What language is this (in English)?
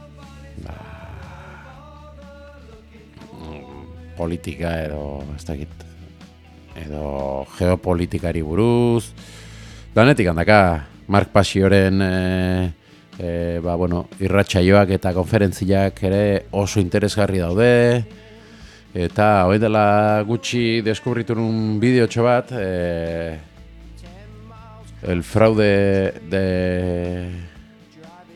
Basque